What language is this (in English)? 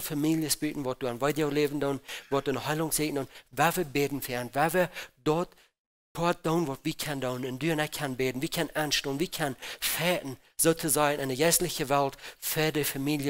Plautdietsch